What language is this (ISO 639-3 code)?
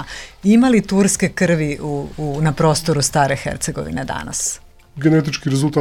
srp